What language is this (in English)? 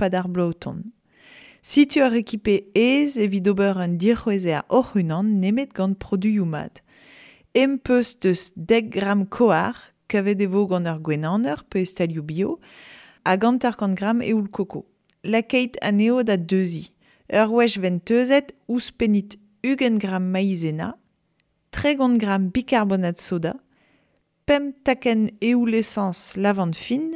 Breton